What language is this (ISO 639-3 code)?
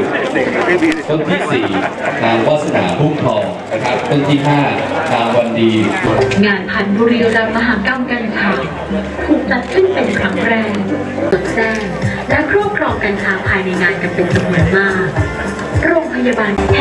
tha